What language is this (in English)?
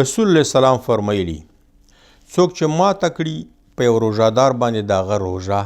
Pashto